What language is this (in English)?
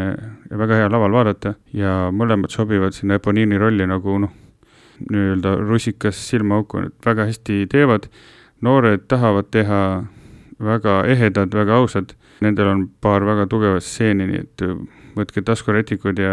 Estonian